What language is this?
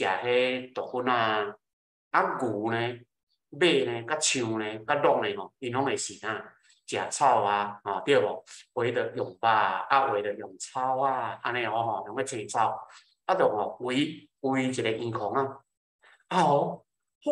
Min Nan Chinese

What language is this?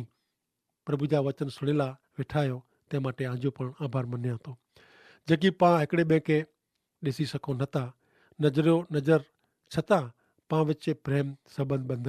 Kachhi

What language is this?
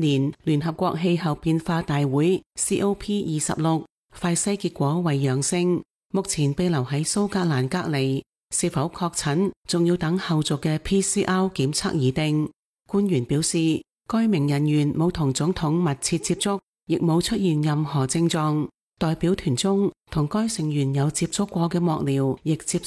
Cantonese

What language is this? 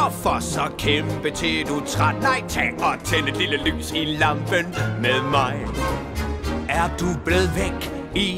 Danish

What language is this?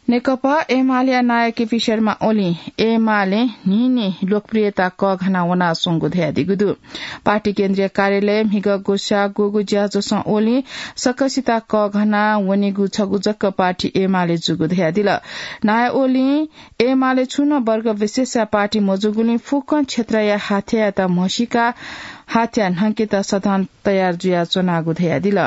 Newari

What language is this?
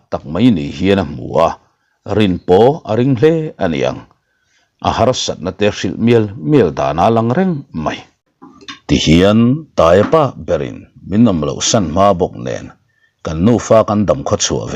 Mizo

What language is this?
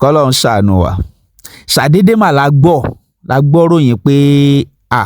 Yoruba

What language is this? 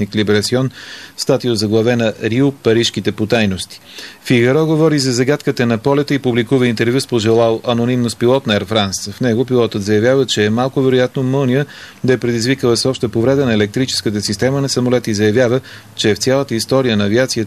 Bulgarian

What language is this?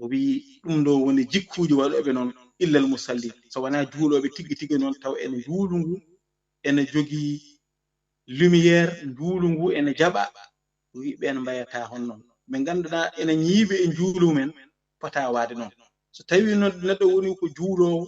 Fula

